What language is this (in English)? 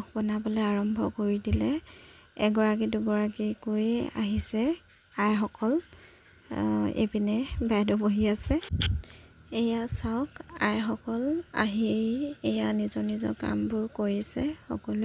Assamese